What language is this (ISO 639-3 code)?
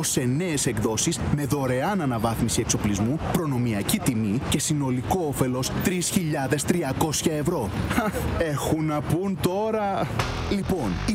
ell